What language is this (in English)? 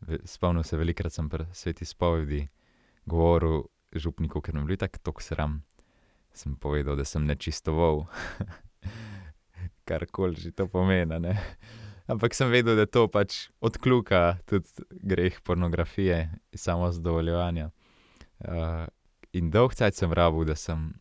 Slovenian